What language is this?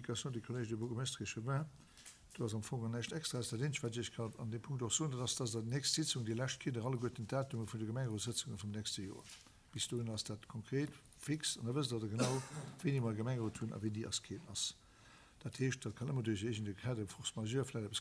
Luxembourgish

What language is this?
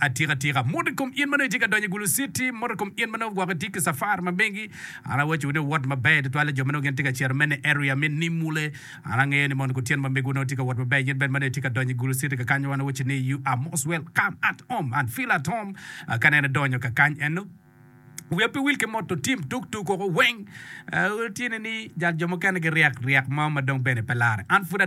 Acoli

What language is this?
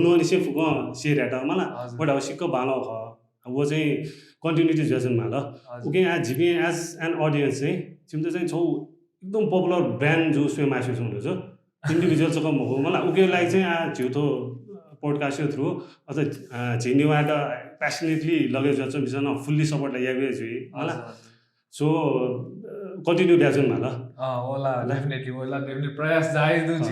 Newari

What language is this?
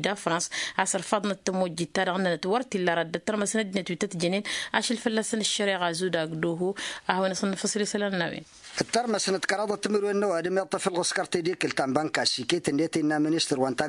Tamasheq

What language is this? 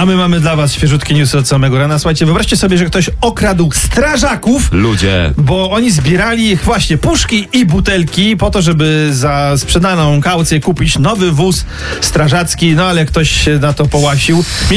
Polish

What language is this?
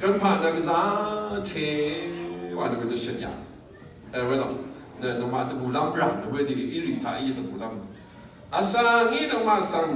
Rawang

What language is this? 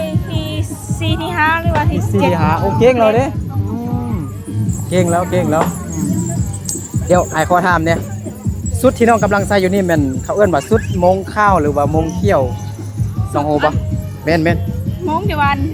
Lao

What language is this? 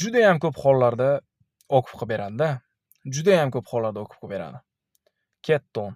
Uzbek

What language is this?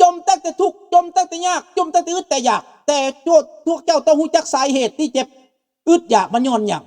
Lao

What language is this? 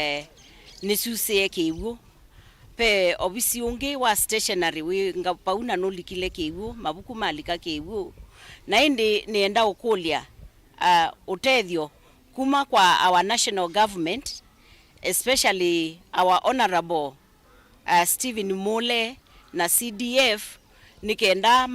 Kamba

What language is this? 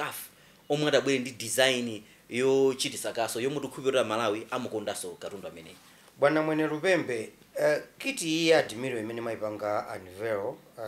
Nyanja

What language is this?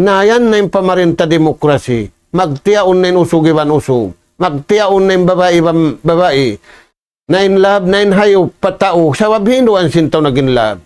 Tausug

